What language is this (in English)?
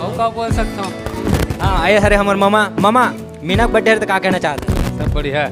Chhattisgarhi